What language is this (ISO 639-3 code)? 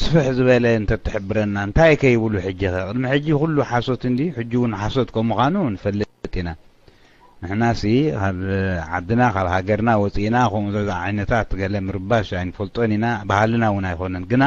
tir